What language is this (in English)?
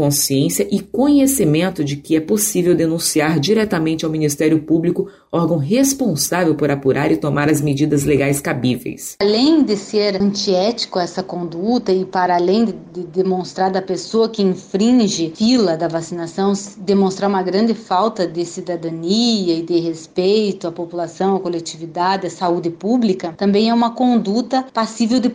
Portuguese